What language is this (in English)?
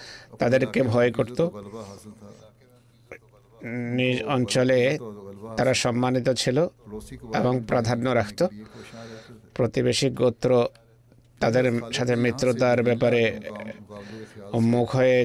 Bangla